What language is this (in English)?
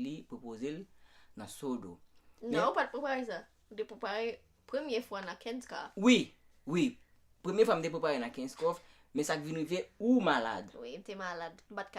Haitian Creole